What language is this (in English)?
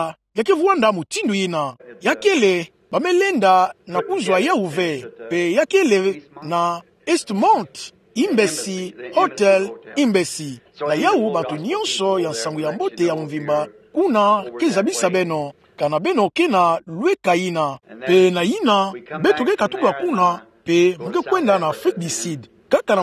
Kituba (Democratic Republic of Congo)